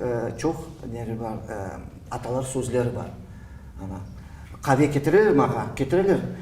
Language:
Crimean Tatar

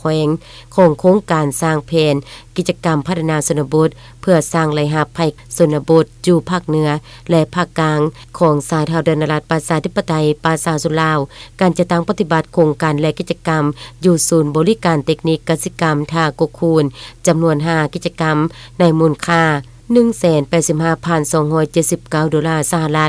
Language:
Lao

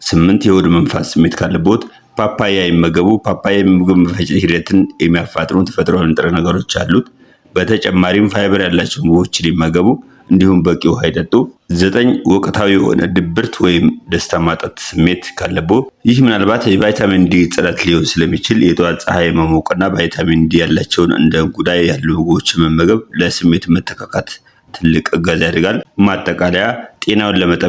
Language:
Amharic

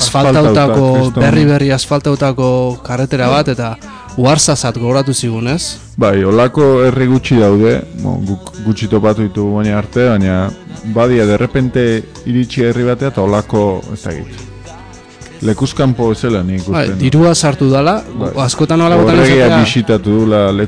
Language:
Basque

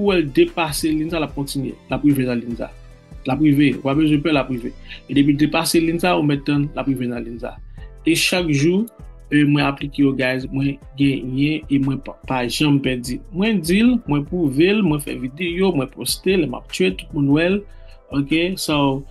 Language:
Haitian Creole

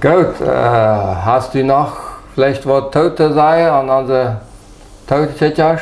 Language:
Plautdietsch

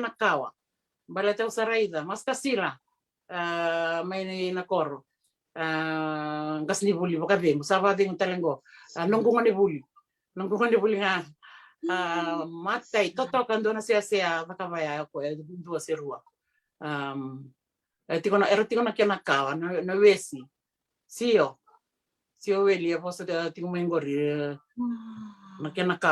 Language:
Fijian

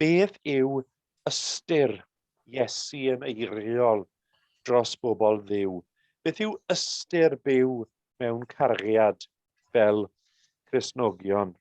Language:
Welsh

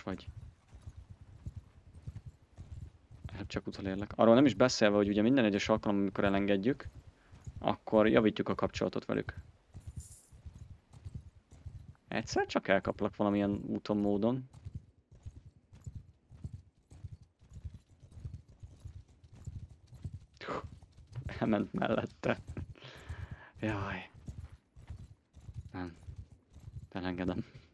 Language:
Hungarian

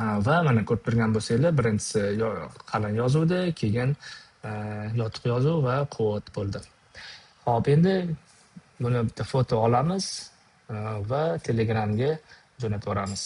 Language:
Uzbek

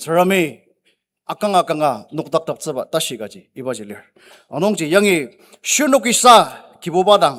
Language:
Ao Naga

